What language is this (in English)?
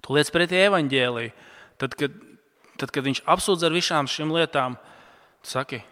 Latvian